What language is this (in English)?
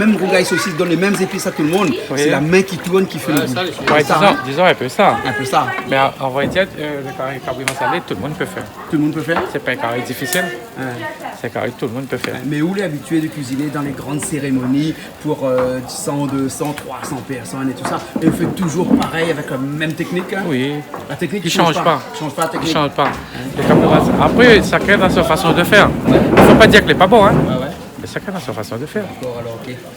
Réunion Creole French